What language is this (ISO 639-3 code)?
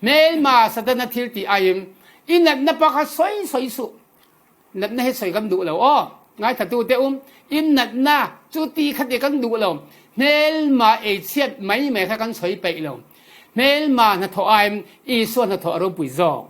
cfm